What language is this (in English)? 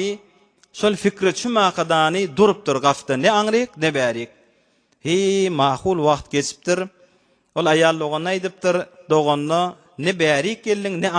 Turkmen